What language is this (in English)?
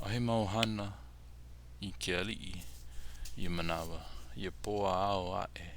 Hawaiian